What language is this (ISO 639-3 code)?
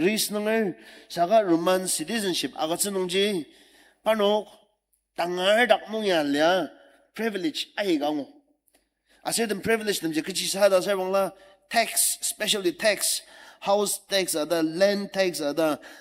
njo